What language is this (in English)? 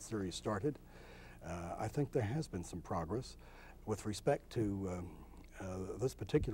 English